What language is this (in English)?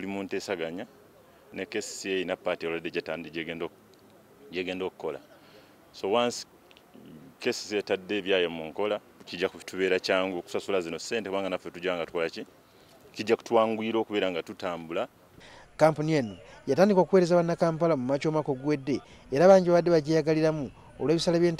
Ganda